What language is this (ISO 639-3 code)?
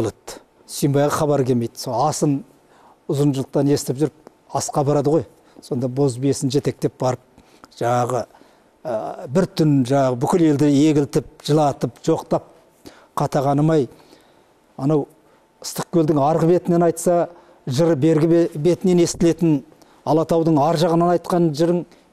kaz